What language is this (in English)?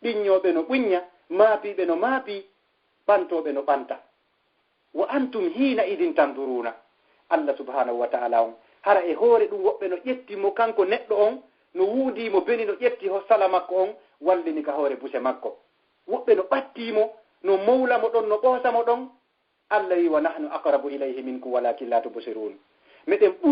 Fula